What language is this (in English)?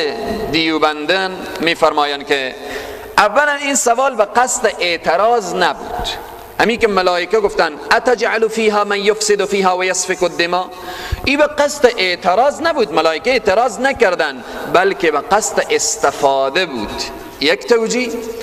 Persian